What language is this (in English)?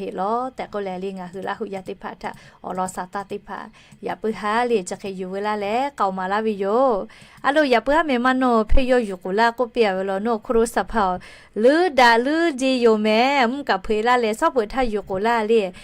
Lahu